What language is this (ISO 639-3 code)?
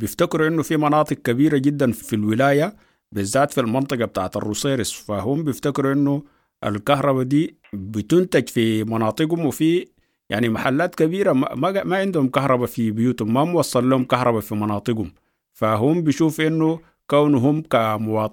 apd